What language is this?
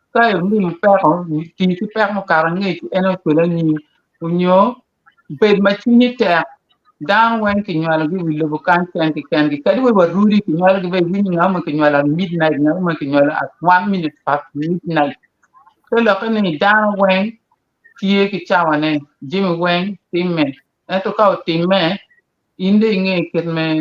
Acoli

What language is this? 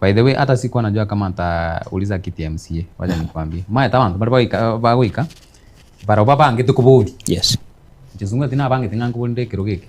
Gusii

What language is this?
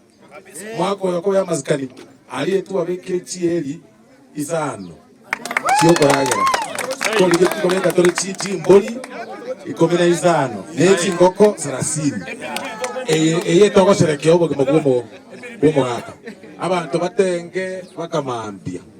Gusii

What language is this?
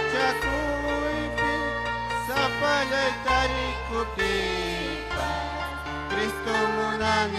Ayacucho Quechua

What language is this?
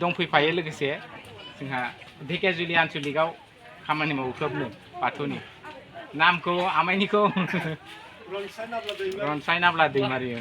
Bodo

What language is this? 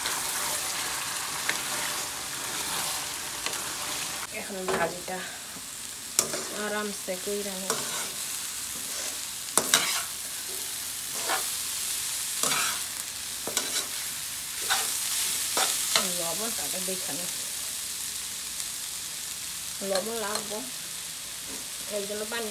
Bangla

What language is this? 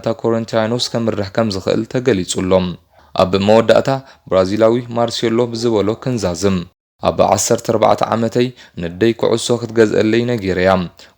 Tigrinya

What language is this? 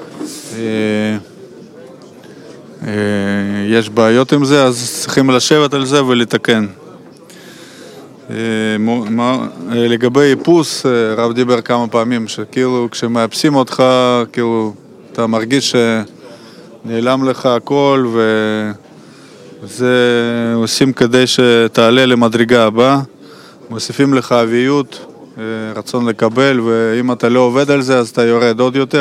Hebrew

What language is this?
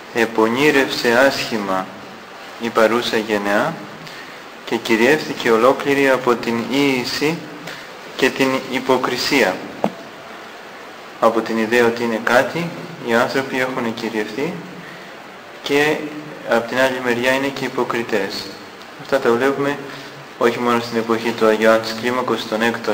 Greek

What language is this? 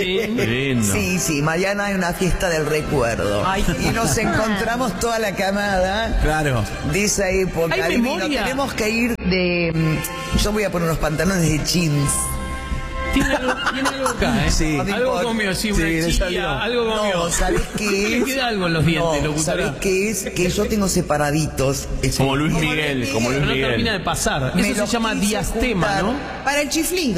Spanish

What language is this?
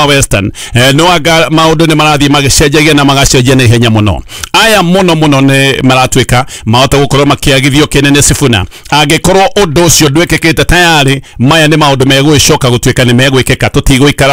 Kikuyu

